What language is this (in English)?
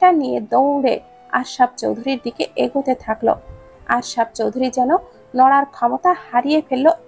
Bangla